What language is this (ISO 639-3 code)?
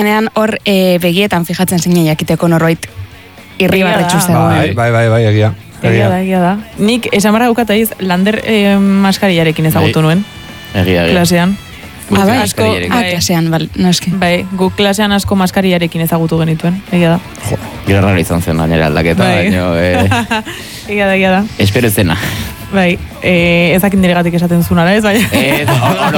eus